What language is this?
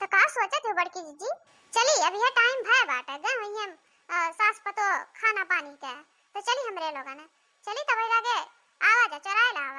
Awadhi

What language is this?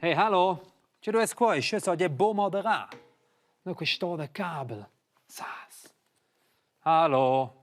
Romansh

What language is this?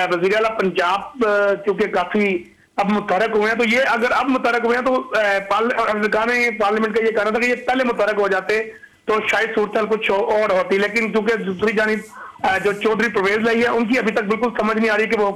Urdu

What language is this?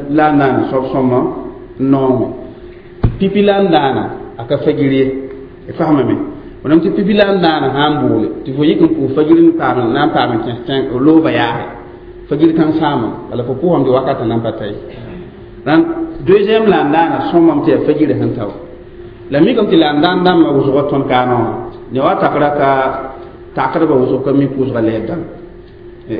Mossi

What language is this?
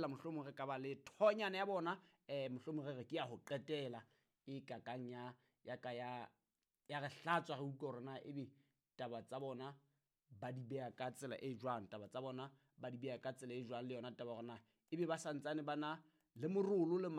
Southern Sotho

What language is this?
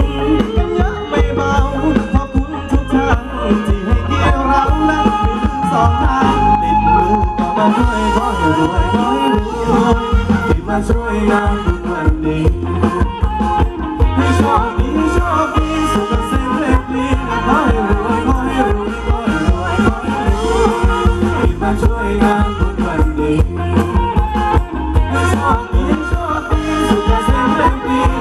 Thai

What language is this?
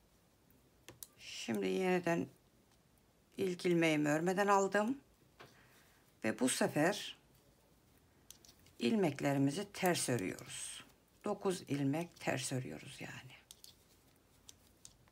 Turkish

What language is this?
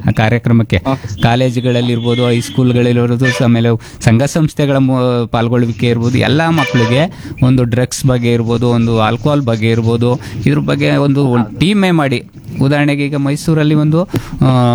Kannada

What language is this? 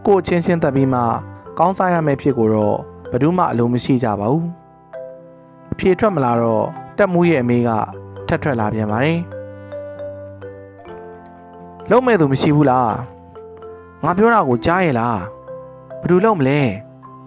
Burmese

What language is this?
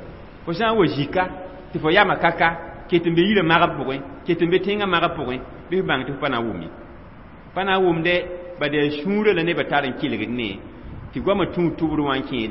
Mossi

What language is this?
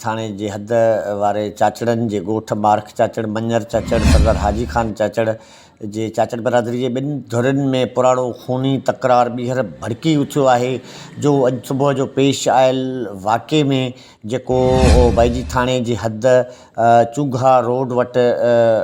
Sindhi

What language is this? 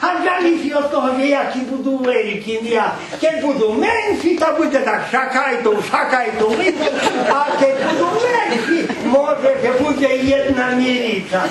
Rusyn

